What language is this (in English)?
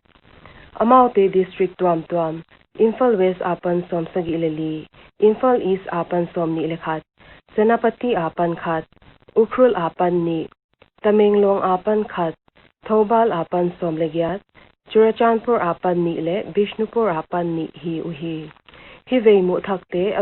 Paite Chin